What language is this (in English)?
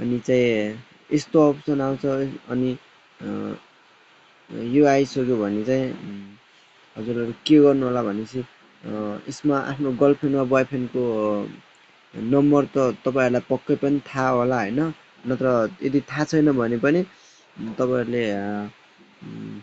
Nepali